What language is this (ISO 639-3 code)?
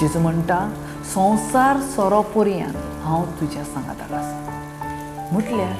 kok